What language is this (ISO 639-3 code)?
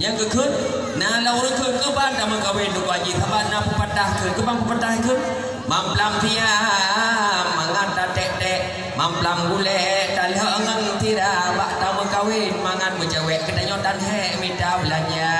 ace